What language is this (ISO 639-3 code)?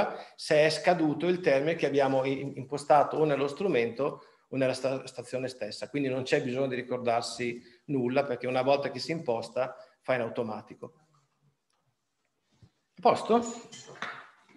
ita